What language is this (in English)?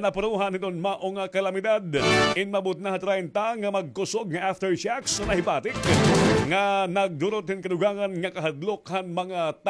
Waray